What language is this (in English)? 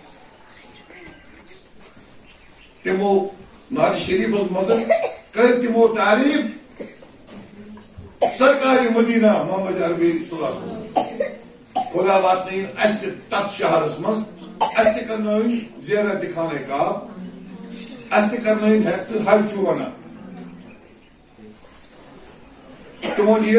Kashmiri